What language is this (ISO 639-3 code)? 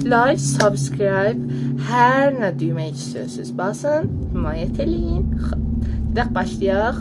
azb